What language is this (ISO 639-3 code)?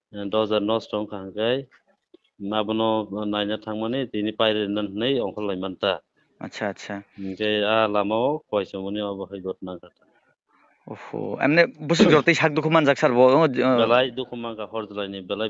trp